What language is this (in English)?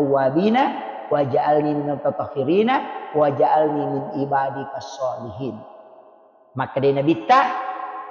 Buginese